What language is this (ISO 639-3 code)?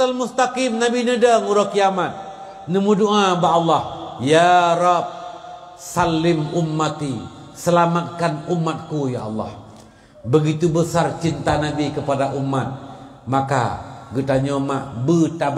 ace